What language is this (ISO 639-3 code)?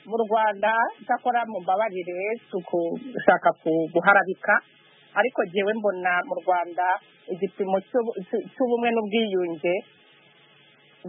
kin